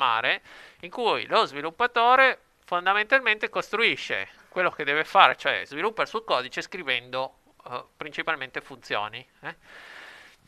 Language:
Italian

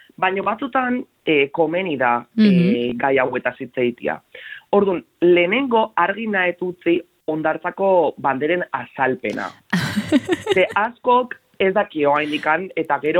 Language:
Basque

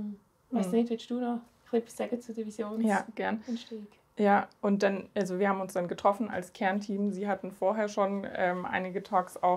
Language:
Swiss German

